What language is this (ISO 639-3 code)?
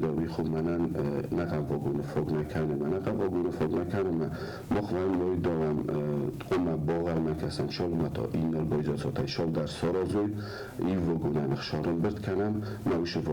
oss